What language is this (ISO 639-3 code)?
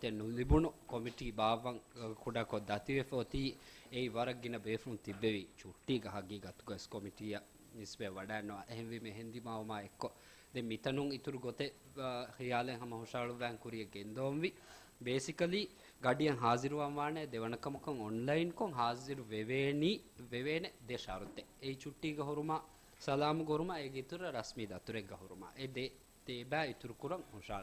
div